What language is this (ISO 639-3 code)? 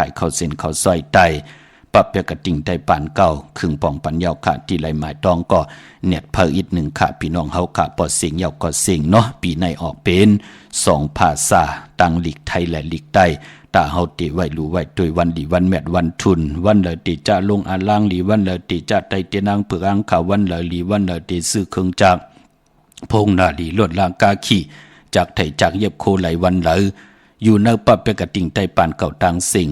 shn